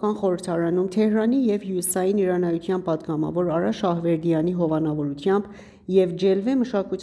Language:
Armenian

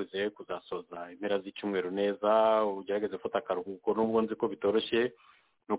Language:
Kinyarwanda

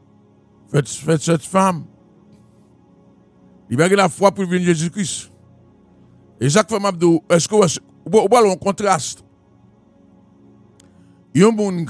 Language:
French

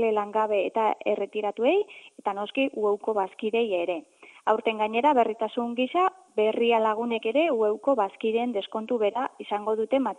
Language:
Basque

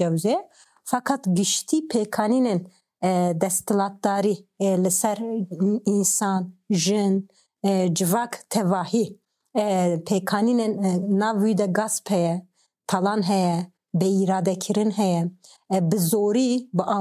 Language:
Kurdish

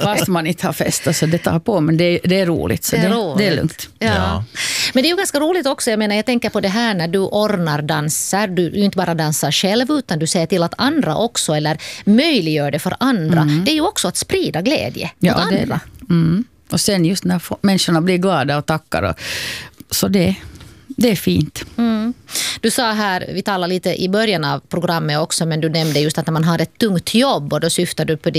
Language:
Swedish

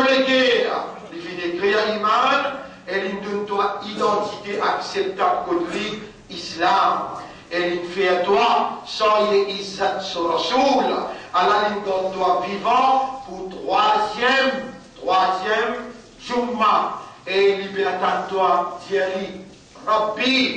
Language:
Morisyen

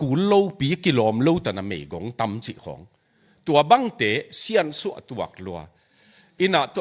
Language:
Tedim Chin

